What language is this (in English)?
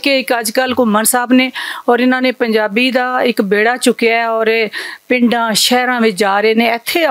Western Panjabi